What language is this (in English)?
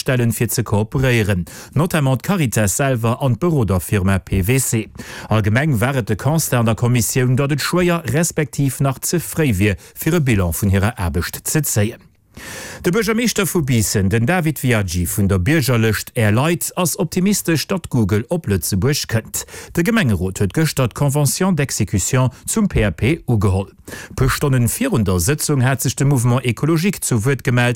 Luxembourgish